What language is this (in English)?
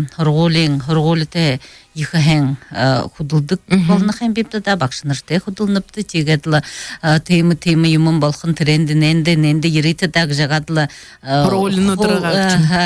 Buriat